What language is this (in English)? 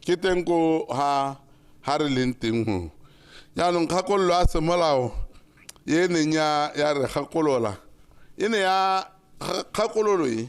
Tswana